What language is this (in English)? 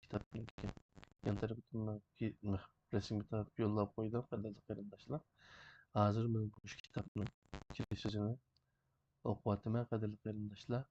Uyghur